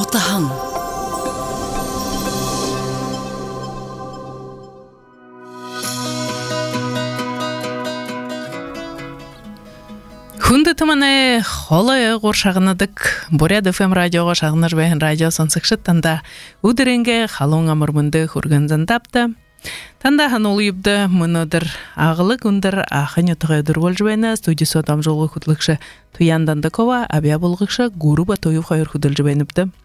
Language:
Buriat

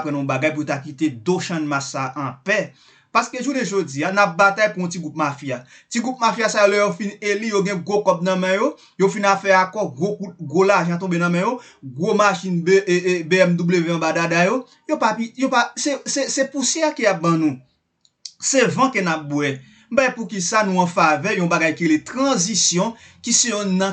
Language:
Haitian Creole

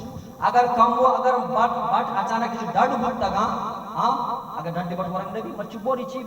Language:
Baluchi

